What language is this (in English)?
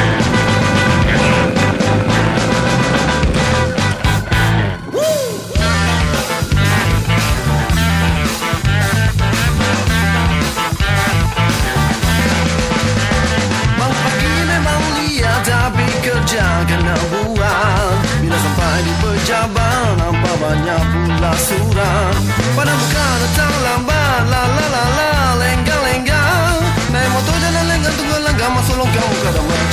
Malay